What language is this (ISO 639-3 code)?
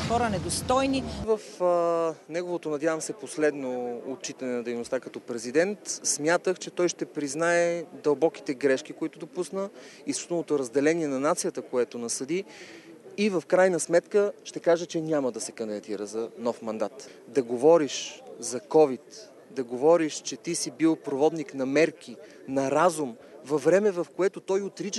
bul